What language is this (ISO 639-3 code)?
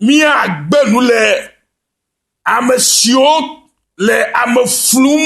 ewe